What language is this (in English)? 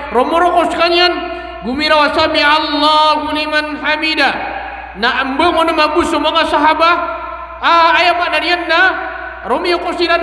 Maranao